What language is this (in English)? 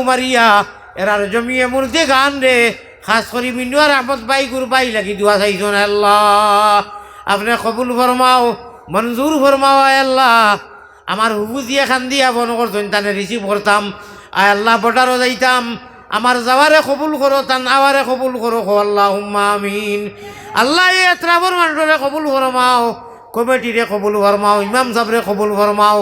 Sylheti